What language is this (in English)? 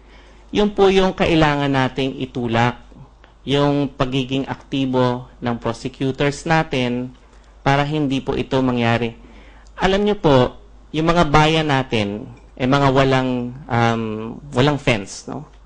Filipino